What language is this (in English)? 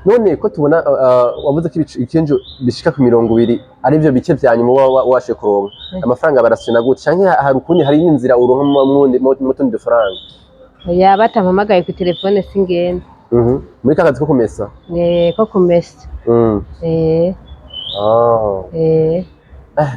Rundi